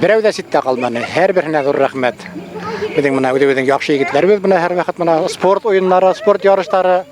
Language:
Bashkir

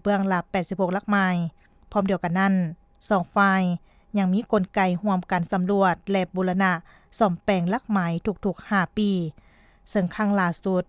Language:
Lao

